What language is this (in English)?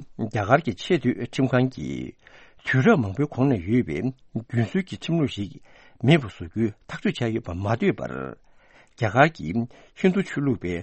Tibetan